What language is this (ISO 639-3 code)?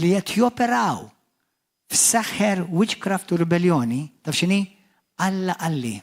mlt